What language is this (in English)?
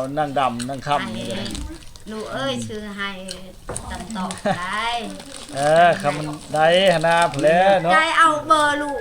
Lao